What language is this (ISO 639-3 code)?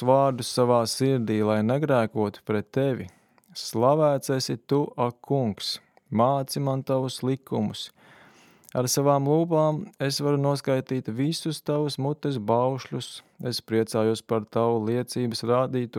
lav